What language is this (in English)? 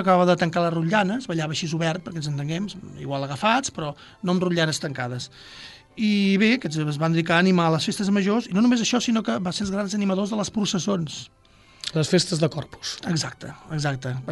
Catalan